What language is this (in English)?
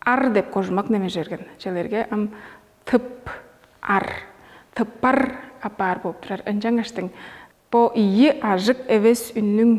Tuvinian